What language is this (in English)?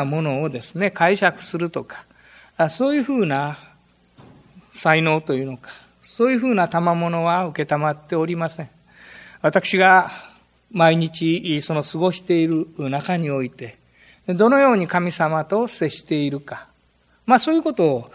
Japanese